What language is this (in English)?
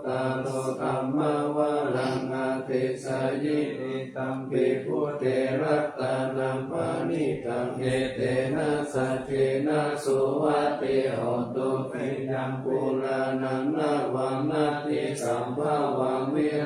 Pali